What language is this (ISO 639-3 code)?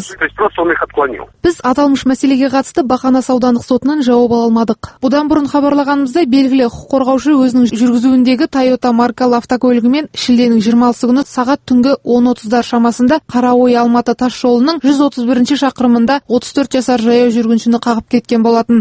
kaz